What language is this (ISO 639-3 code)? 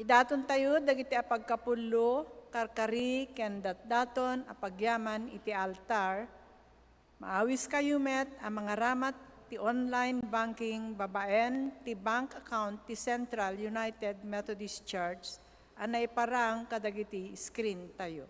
ilo